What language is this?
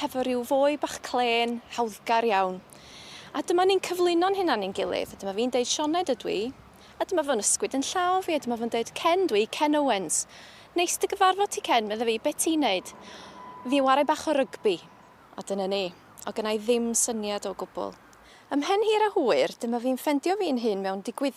Welsh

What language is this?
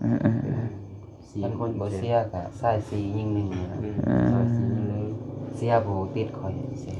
Lao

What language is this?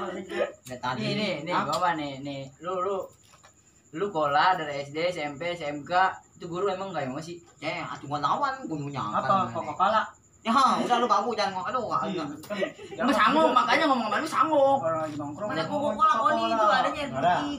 Betawi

